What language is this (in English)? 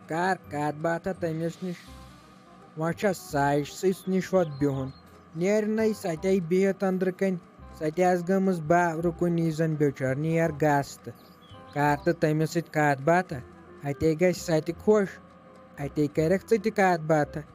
Kashmiri